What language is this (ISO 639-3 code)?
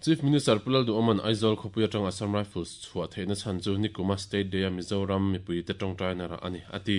lus